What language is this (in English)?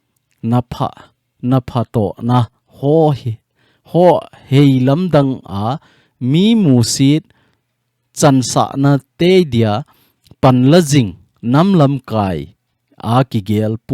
Thado Chin